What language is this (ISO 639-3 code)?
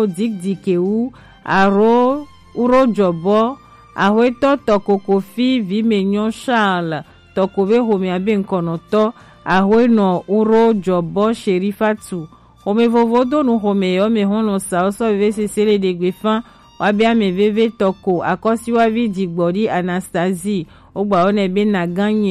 gej